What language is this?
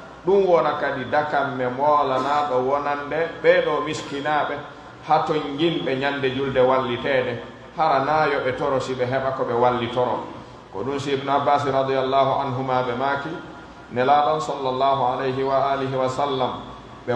Pular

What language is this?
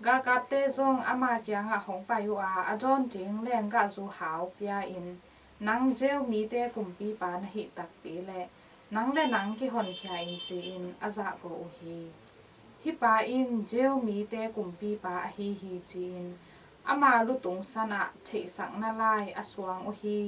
Tedim Chin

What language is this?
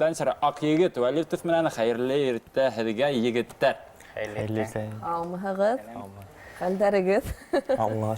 Bashkir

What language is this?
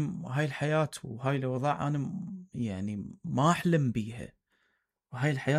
Mesopotamian Arabic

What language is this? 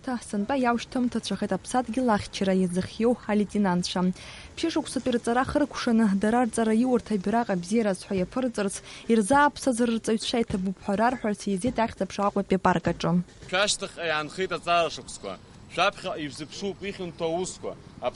Abkhazian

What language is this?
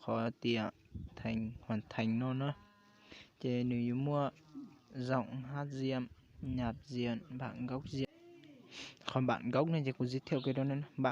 Hmong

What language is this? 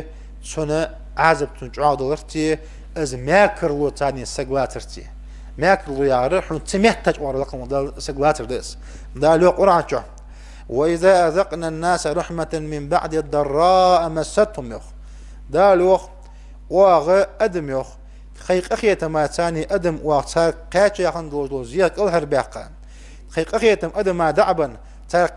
Ingush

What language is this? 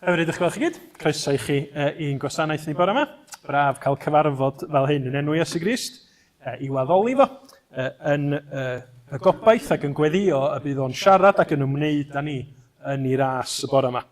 Welsh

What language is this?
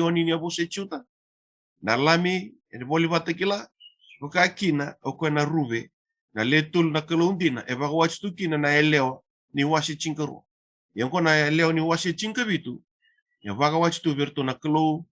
Fijian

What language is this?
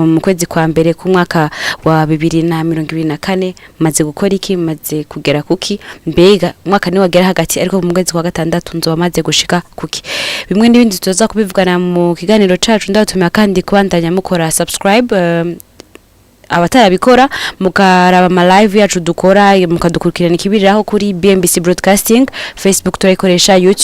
Rundi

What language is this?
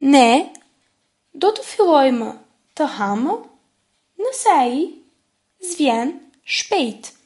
Albanian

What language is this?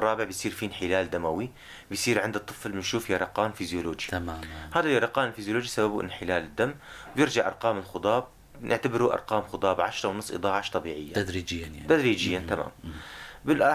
North Levantine Arabic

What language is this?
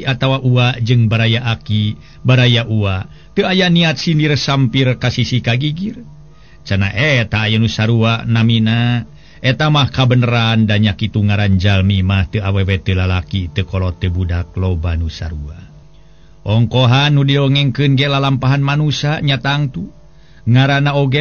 Sundanese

